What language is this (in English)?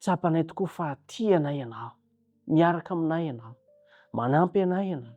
Malagasy